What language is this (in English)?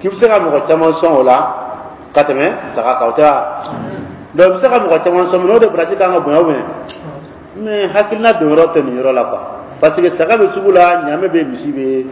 Dyula